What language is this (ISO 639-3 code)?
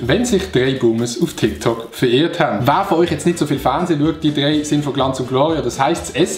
gsw